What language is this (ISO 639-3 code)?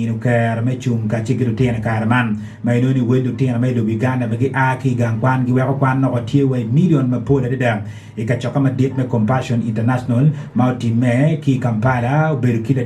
ach